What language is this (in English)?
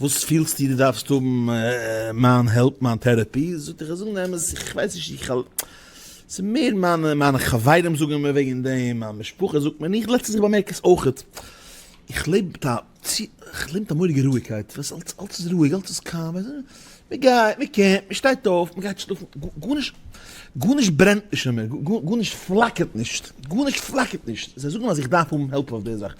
Yiddish